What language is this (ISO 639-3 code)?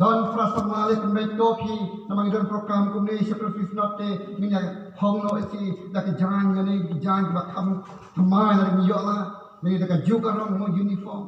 kha